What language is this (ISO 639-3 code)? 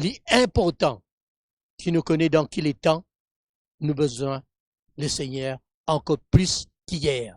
mfe